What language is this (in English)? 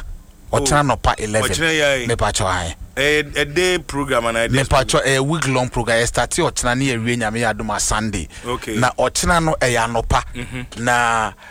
Akan